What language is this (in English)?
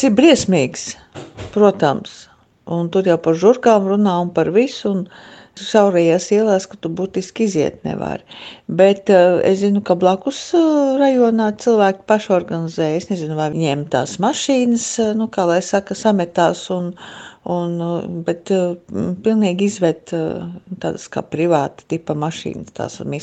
Latvian